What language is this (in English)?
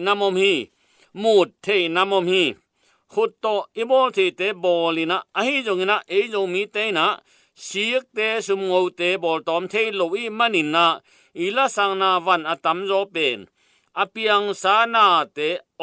Tedim Chin